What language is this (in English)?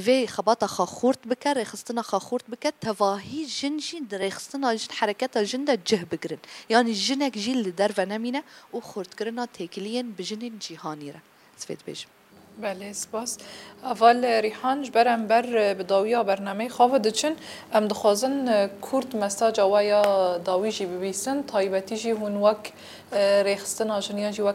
Kurdish